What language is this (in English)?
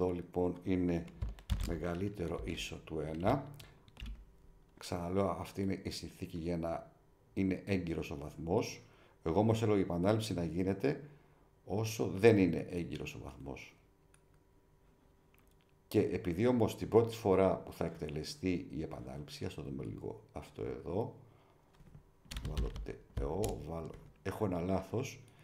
Greek